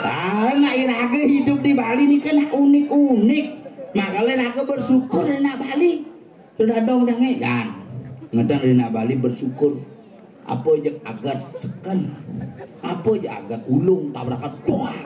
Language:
Balinese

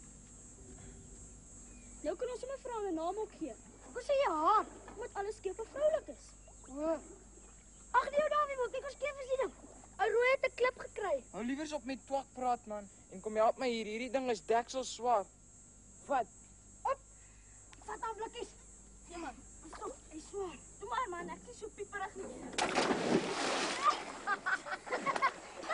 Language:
Afrikaans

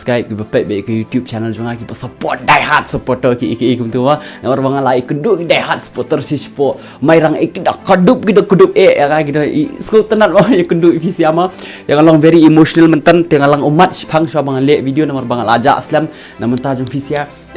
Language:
Khasi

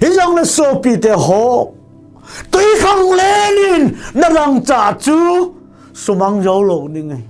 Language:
Thado Chin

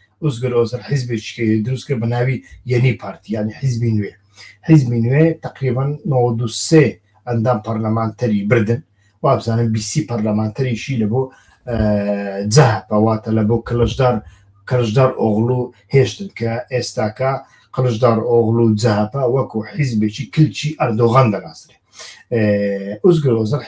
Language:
Central Kurdish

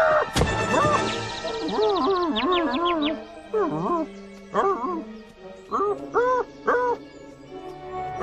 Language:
Croatian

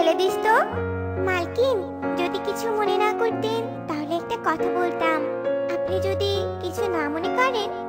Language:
Bangla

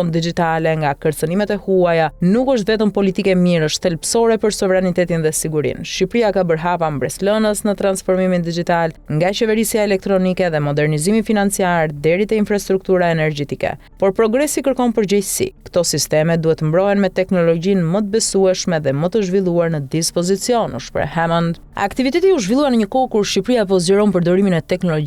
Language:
Albanian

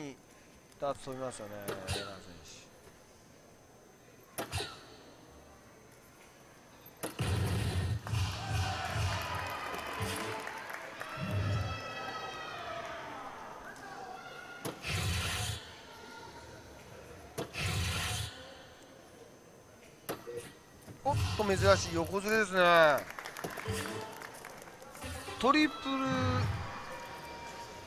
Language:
Japanese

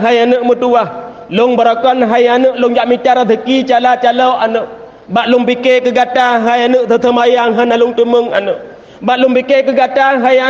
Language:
Achinese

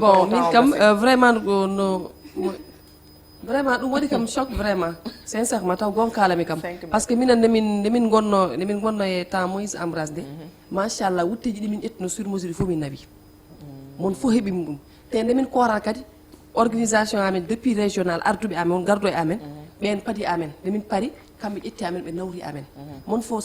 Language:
Fula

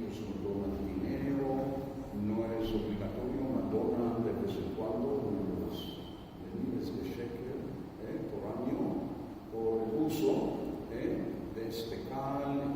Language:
Ladino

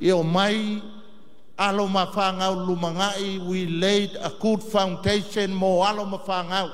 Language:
Samoan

